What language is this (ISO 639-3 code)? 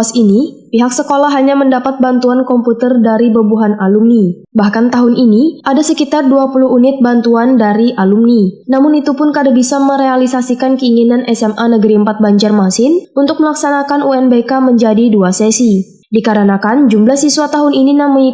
bjn